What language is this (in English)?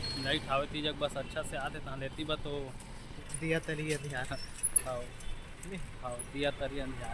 Chhattisgarhi